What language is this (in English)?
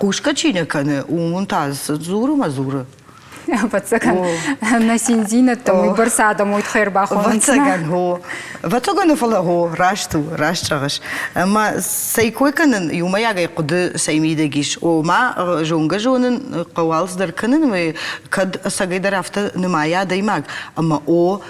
Ossetic